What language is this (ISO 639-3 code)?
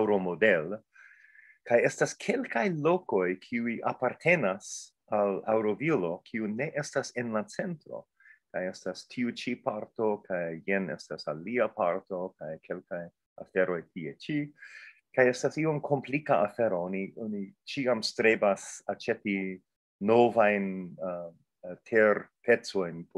epo